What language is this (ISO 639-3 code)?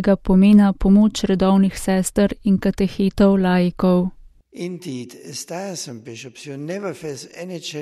slv